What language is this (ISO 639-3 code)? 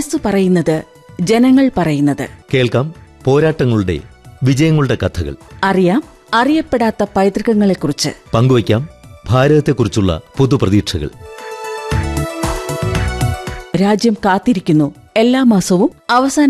mal